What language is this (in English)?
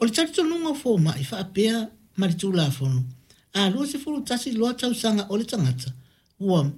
Samoan